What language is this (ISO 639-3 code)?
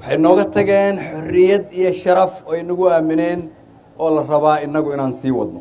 som